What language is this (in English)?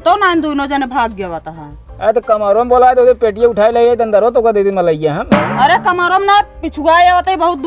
Awadhi